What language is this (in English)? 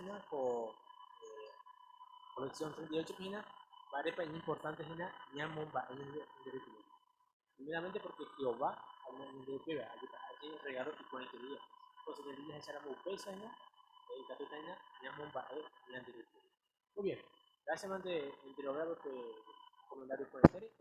Guarani